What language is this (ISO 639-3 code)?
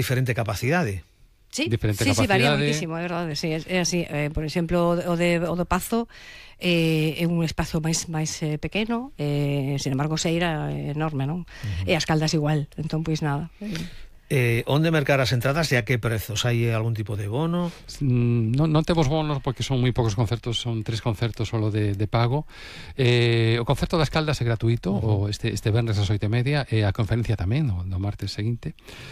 glg